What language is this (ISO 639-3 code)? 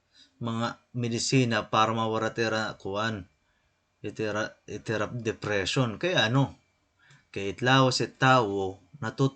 war